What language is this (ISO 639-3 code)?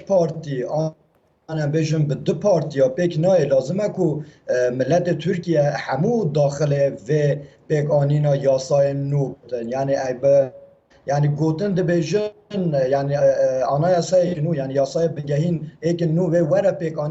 kur